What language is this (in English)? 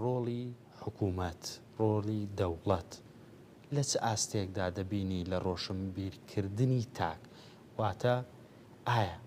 Central Kurdish